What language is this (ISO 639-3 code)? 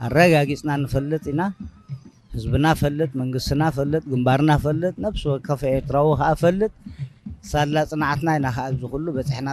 tir